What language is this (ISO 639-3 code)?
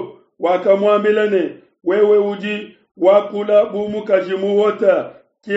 lua